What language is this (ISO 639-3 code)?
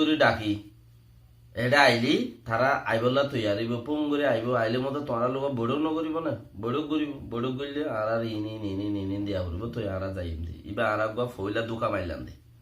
rhg